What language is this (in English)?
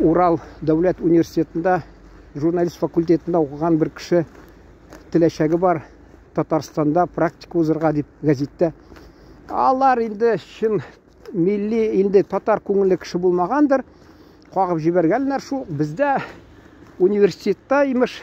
Tatar